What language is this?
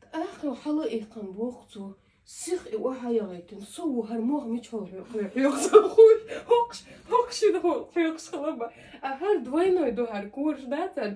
Chechen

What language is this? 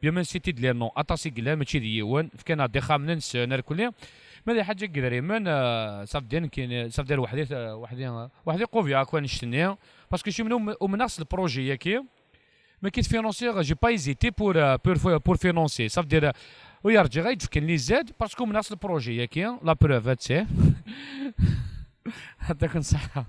Kabyle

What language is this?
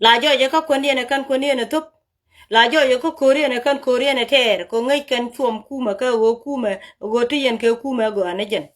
Nuer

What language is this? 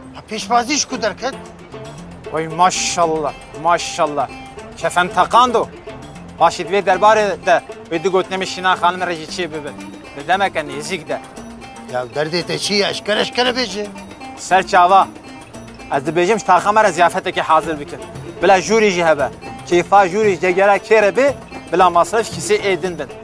Kurdish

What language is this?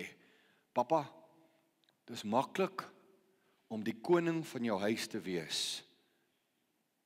Afrikaans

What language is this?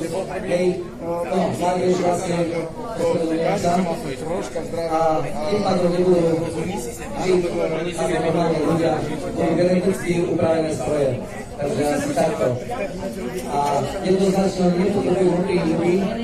Slovak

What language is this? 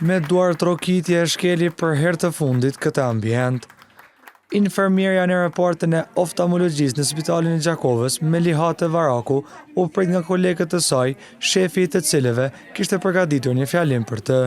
Albanian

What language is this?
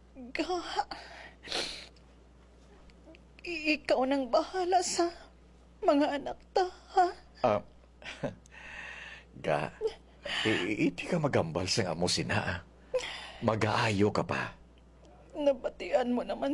Hiligaynon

